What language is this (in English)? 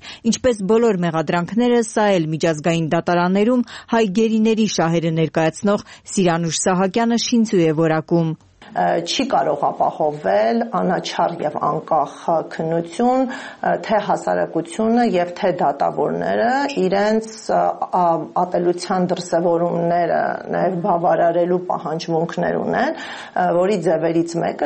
Armenian